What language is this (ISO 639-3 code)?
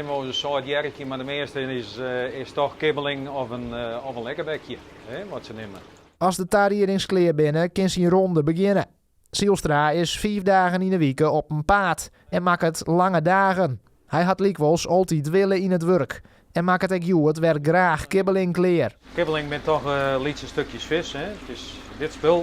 fry